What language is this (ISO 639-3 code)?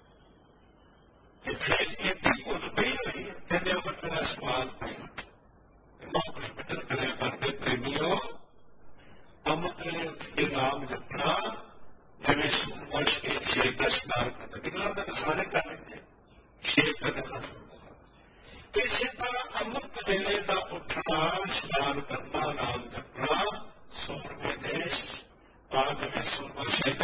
pan